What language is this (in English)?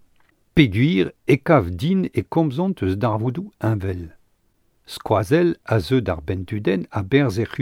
Breton